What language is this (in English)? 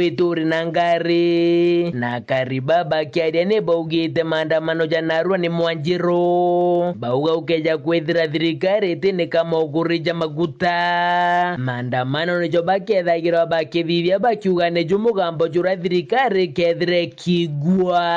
Meru